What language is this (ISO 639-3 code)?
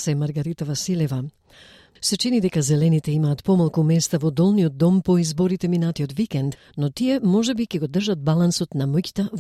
mkd